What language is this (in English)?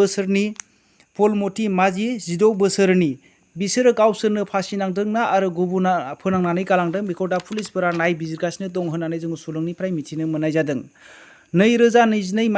Bodo